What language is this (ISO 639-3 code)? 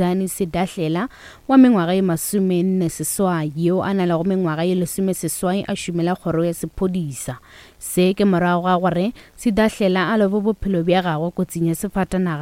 nso